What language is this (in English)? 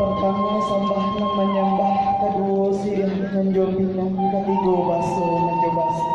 Minangkabau